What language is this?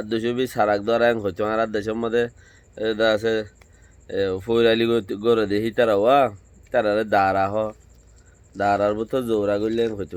Rohingya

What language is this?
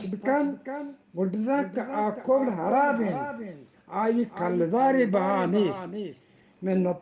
Eastern Balochi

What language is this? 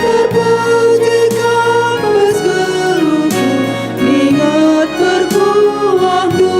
Batak Karo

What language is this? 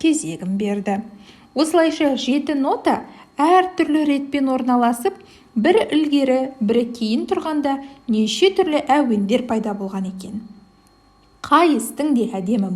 Kazakh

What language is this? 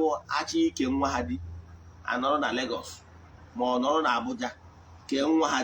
Igbo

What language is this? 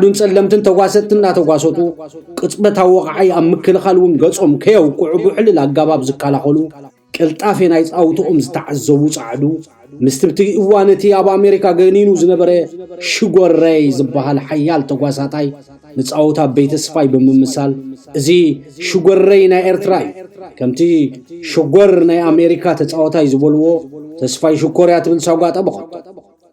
Tigrinya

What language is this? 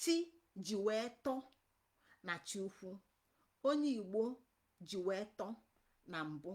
Igbo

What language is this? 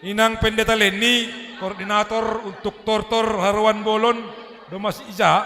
Batak Simalungun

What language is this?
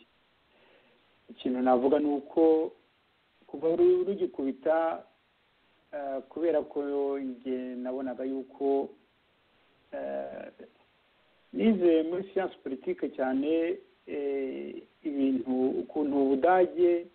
Kinyarwanda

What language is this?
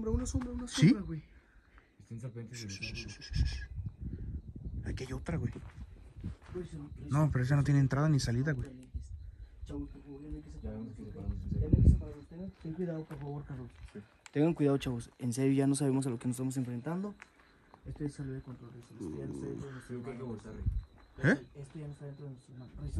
Spanish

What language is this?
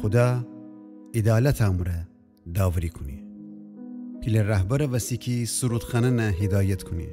Gilaki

